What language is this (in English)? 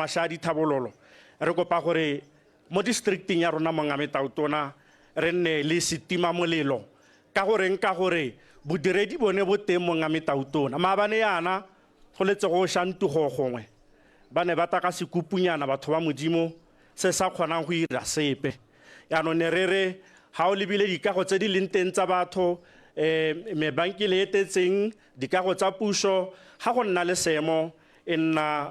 Tswana